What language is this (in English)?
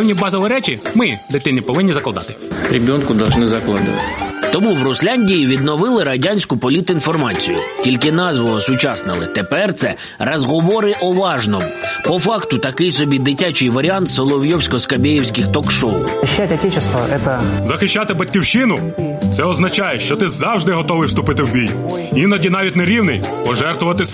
Ukrainian